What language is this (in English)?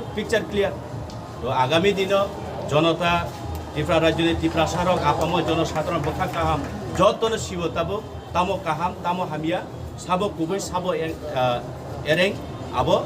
Kok Borok